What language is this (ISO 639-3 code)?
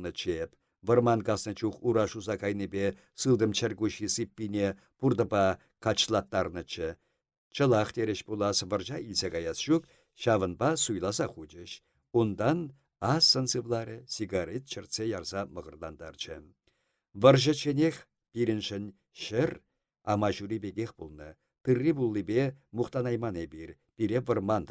chv